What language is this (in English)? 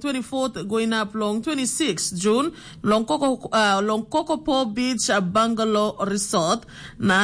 Tok Pisin